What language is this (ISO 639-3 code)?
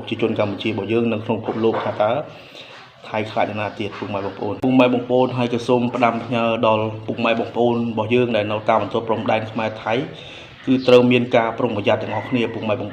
khm